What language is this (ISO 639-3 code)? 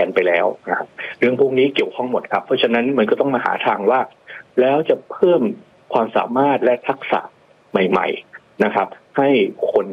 tha